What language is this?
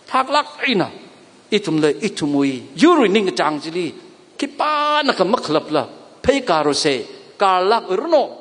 Tangkhul Naga (India)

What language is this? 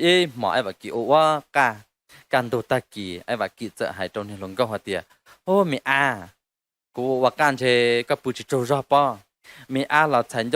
Hmong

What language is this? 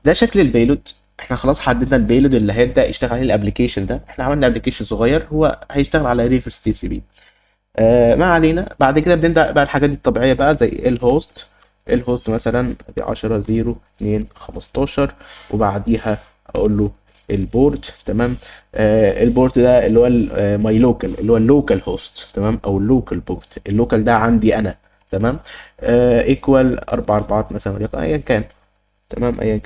Egyptian Arabic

